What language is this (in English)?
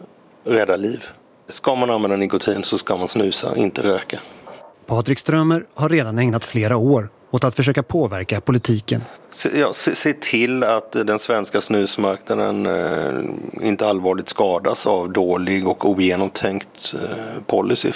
Swedish